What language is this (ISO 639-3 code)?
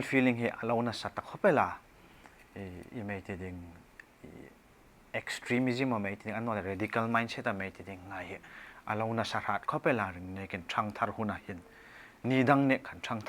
hmr